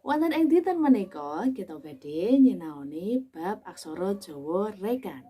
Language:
Javanese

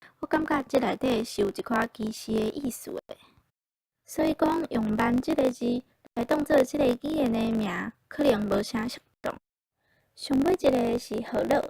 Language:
Min Nan Chinese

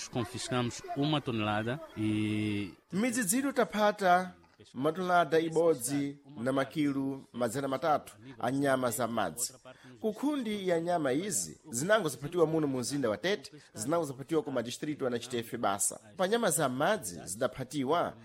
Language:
Sena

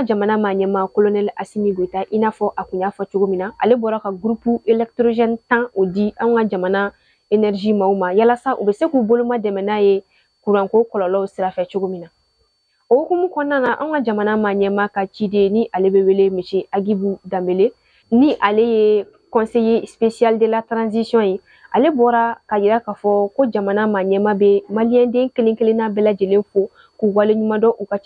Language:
Bambara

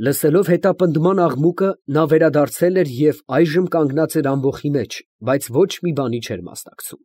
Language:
Armenian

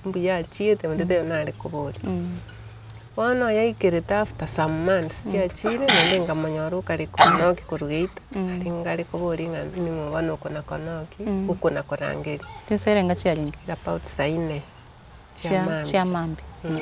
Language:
Gusii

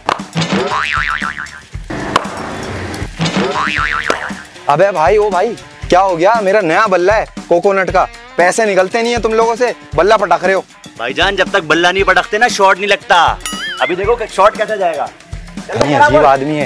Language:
Hindi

